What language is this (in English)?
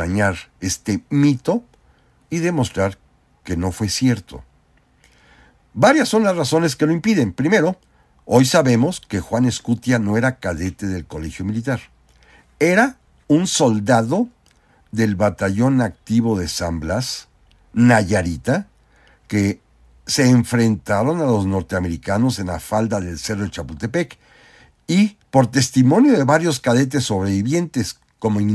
Spanish